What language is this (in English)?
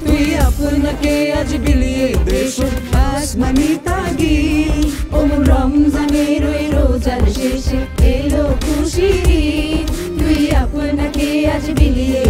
Bangla